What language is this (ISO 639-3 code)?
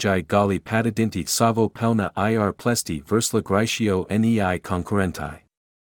lit